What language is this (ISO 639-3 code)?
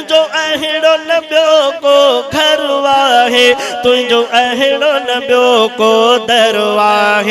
snd